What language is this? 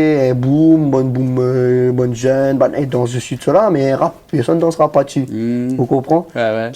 Réunion Creole French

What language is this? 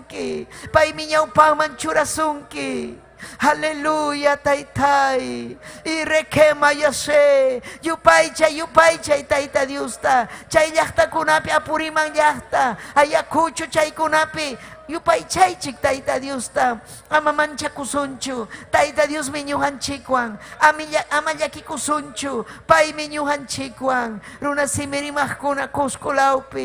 Ayacucho Quechua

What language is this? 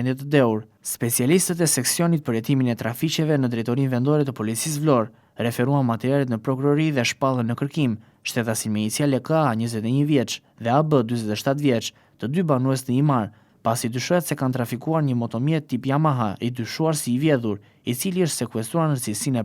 Albanian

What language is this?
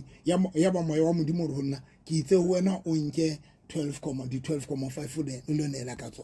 Southern Sotho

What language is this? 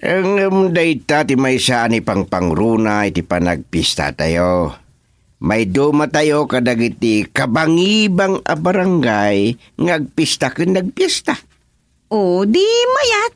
Iloko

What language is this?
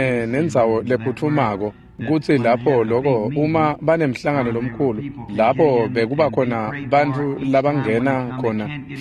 Swati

